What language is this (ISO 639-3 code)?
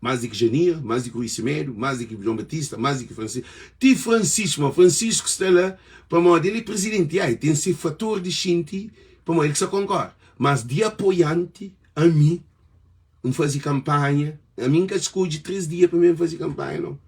kea